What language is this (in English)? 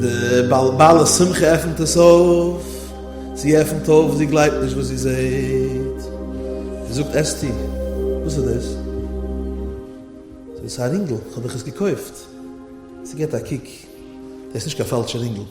Yiddish